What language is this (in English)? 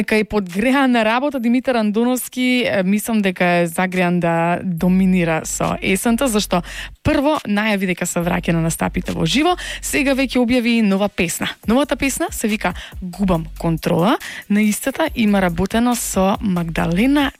Macedonian